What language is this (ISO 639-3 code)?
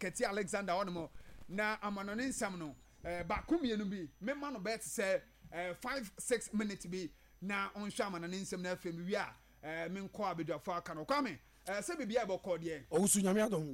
aka